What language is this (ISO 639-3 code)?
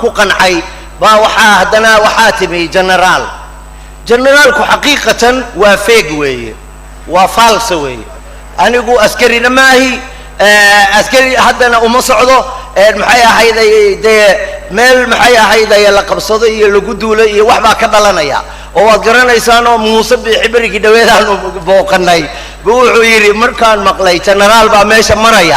som